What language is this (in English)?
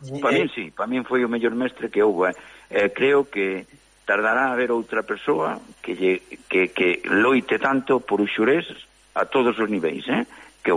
Galician